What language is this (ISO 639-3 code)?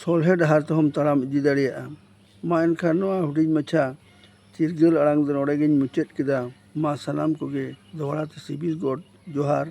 sat